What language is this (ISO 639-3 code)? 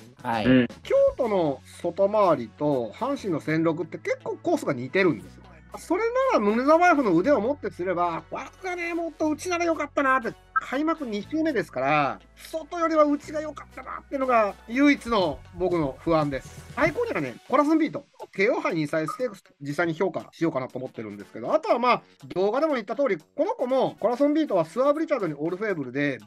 jpn